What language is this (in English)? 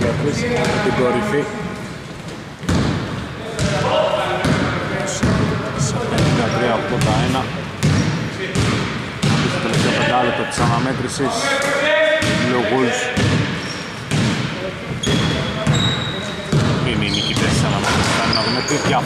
Greek